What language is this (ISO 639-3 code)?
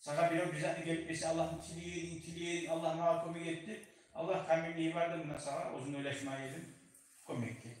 kum